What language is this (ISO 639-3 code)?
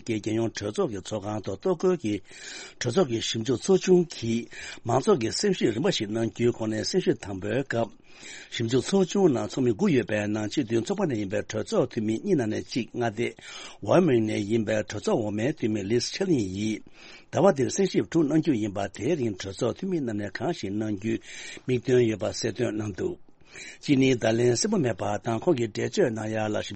bod